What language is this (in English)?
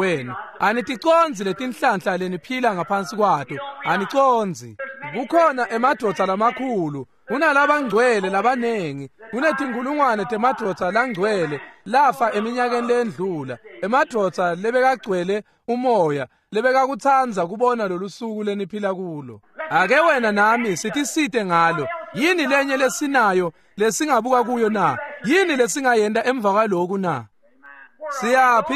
Swati